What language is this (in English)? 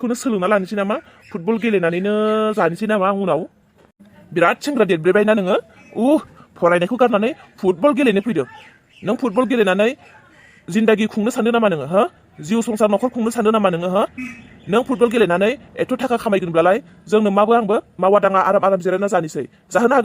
Bodo